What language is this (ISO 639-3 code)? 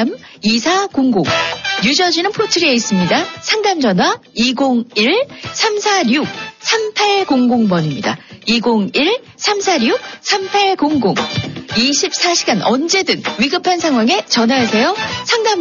kor